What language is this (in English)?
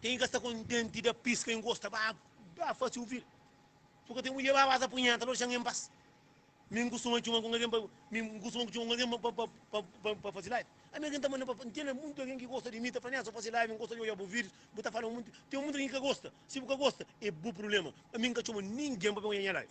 Kabuverdianu